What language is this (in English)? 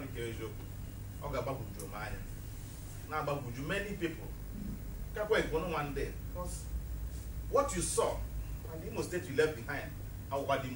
Igbo